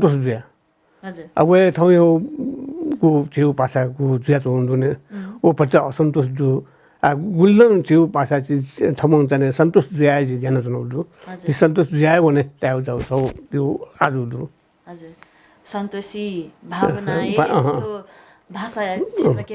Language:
Newari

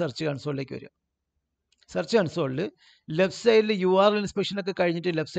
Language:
Malayalam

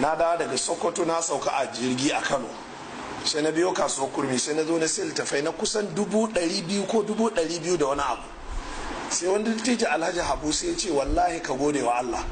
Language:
Hausa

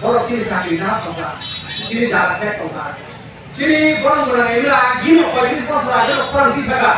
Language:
Kok Borok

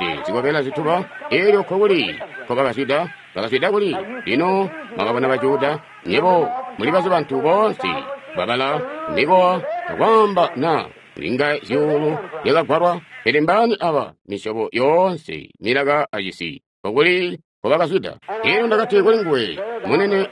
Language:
Tonga (Zambia)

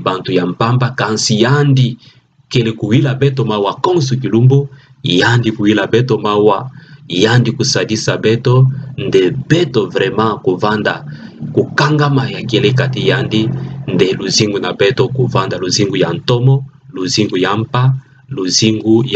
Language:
Kituba (Democratic Republic of Congo)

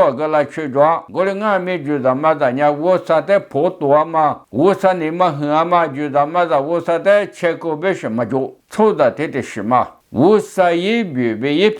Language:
Lisu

